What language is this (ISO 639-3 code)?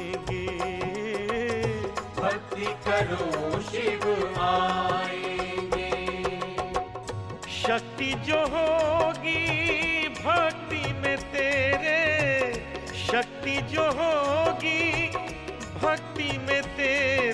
hin